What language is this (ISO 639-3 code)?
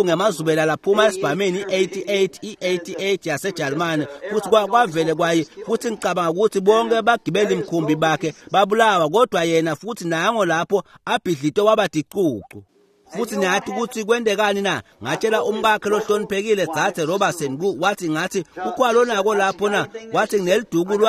ssw